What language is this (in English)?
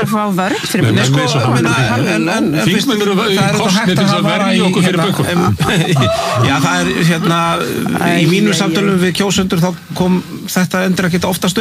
Icelandic